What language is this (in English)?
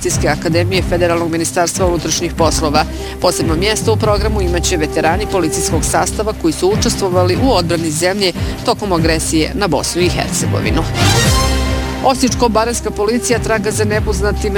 Bosnian